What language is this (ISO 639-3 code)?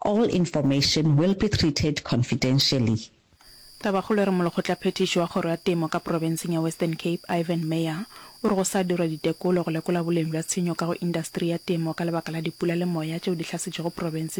nso